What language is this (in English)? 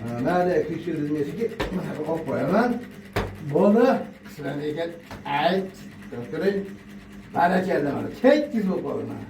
Uzbek